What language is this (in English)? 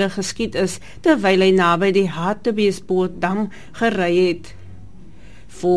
Afrikaans